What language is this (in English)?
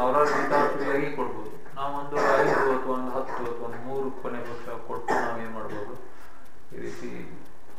Kannada